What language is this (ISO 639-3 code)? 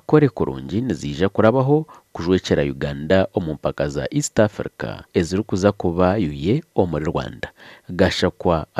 nyn